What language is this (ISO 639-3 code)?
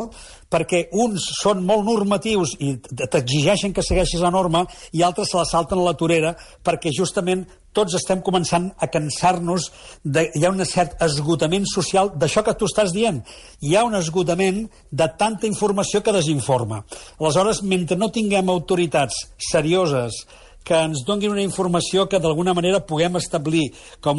cat